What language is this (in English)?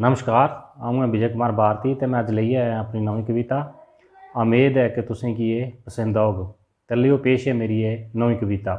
Dogri